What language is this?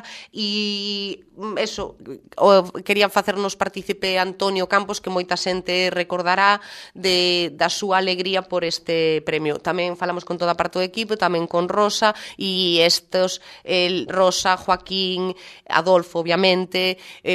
Galician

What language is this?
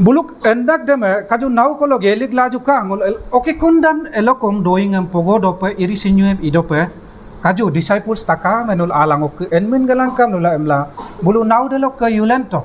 Adi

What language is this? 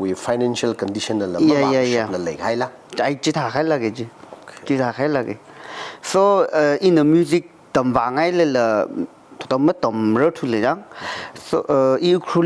Tangkhul Naga (India)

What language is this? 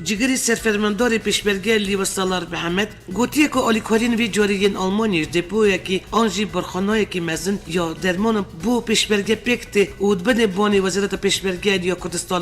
Kurdish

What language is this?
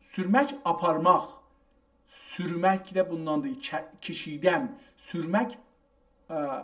South Azerbaijani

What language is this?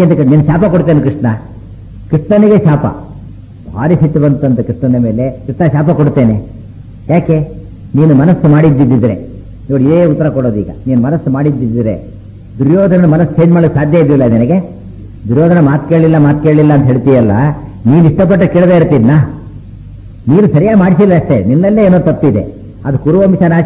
Kannada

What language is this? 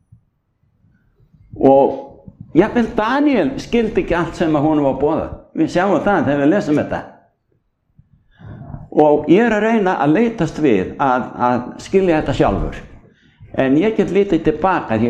Icelandic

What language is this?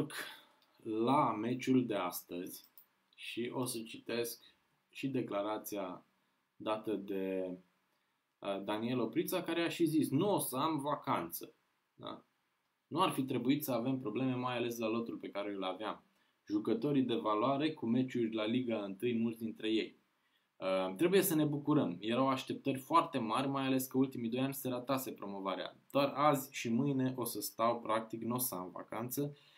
Romanian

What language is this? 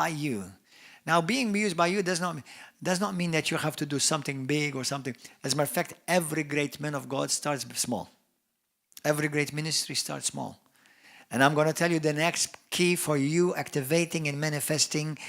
English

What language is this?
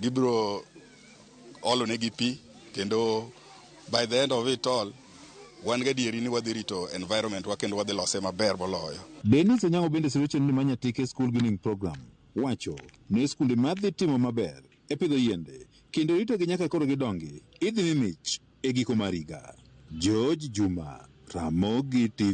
Luo (Kenya and Tanzania)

